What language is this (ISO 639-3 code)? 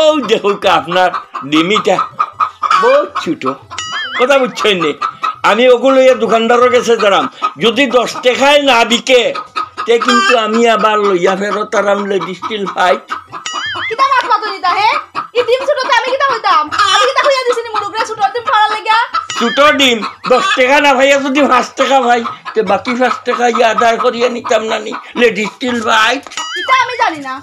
syl